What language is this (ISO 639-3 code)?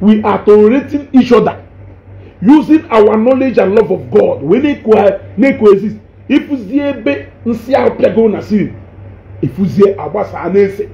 ibo